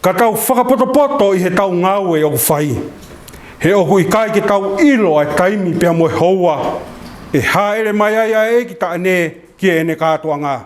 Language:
Tongan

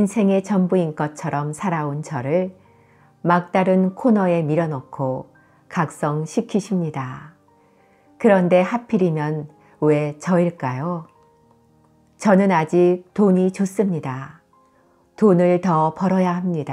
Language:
Korean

